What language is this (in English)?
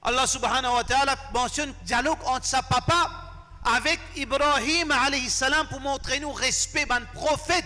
Morisyen